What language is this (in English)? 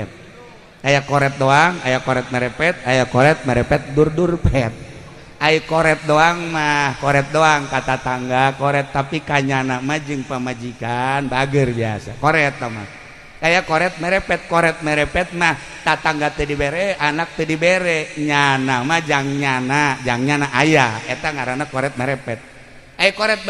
Sundanese